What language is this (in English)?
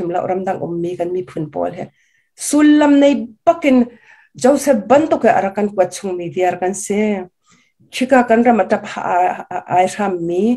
Hakha Chin